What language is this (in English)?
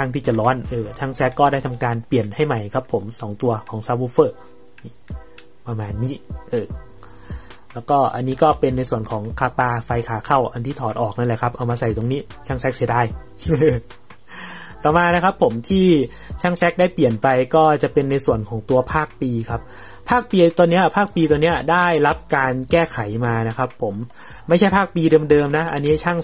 Thai